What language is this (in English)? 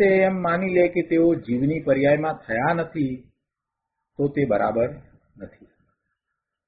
Gujarati